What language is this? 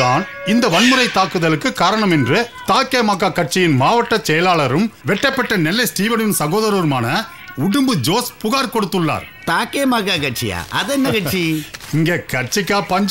Tamil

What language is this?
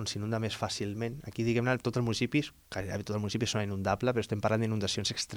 Catalan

